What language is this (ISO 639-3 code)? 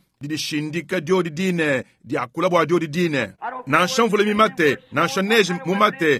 lua